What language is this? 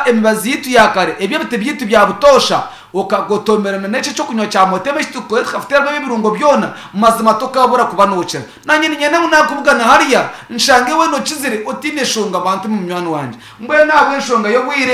Nyankole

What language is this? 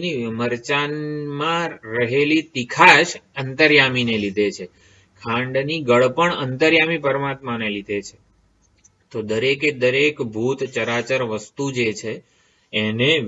Gujarati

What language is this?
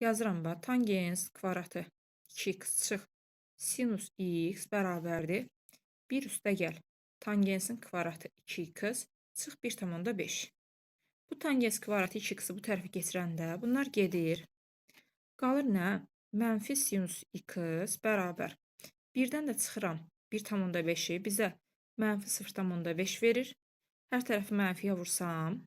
Azerbaijani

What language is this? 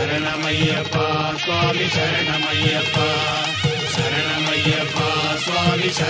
Tamil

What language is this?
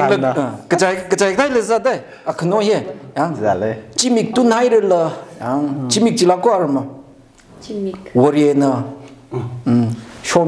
Tangkhul Naga (India)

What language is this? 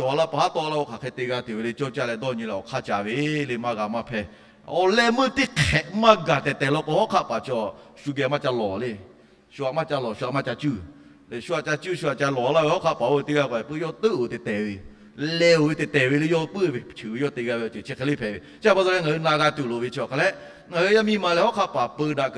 Lahu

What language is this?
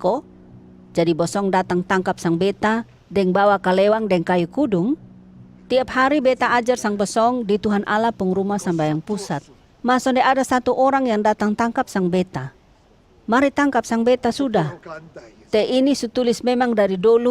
Kupang Malay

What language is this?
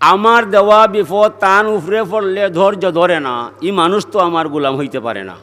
Sylheti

